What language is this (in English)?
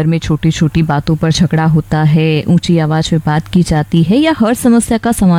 Hindi